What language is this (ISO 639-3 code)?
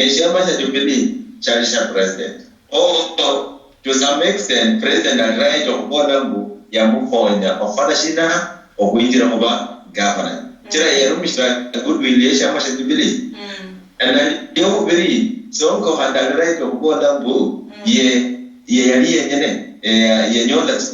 luy